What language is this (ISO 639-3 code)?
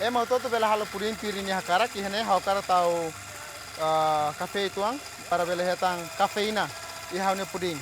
tet